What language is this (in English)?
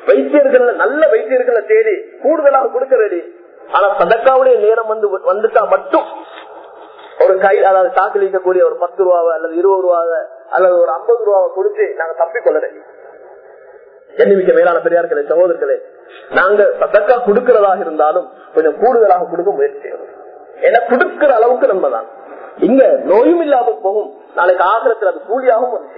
Tamil